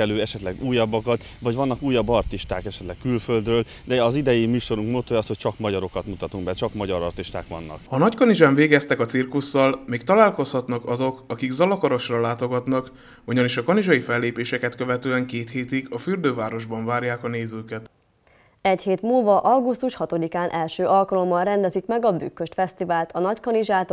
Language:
Hungarian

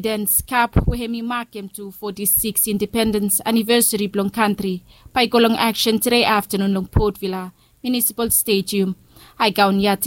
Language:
Bislama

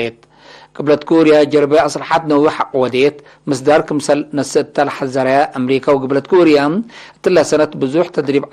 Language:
Tigre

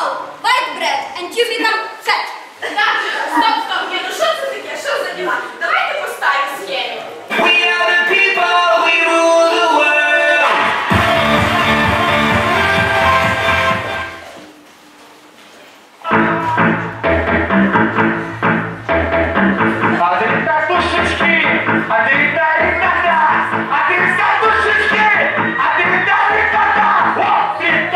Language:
Ukrainian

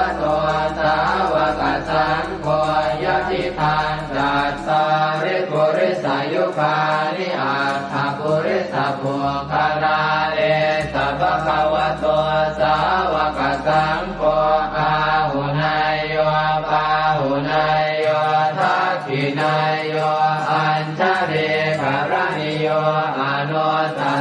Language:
Pali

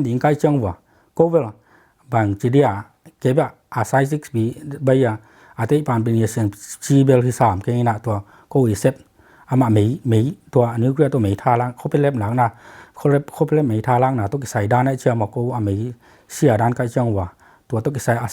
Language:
Tedim Chin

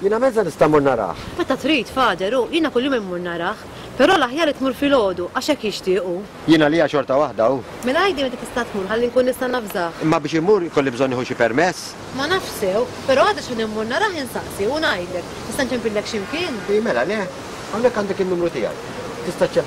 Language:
Maltese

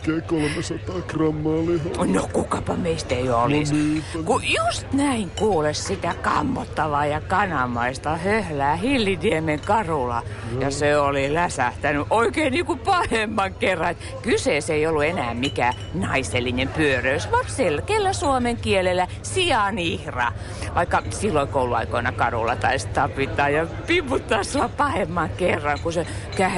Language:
Finnish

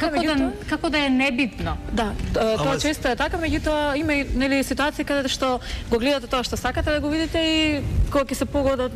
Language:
Macedonian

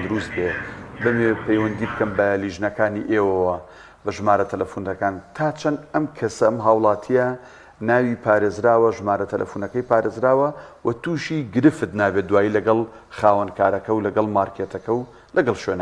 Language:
Central Kurdish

